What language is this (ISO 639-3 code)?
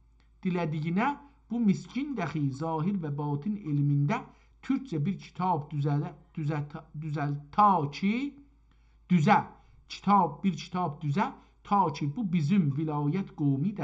azb